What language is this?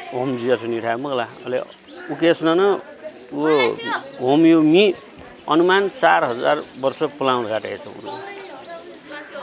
Newari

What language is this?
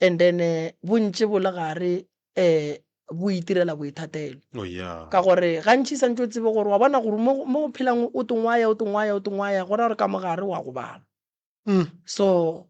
Northern Sotho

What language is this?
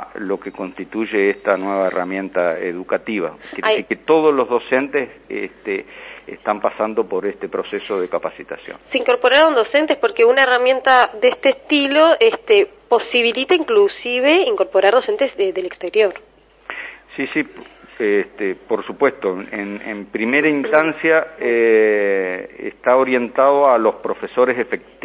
Spanish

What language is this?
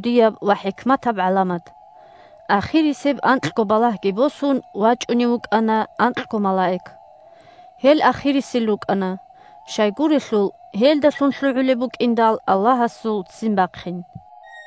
Avaric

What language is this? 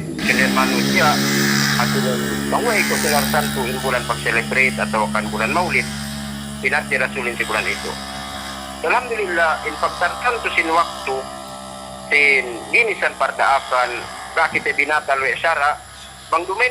Yakan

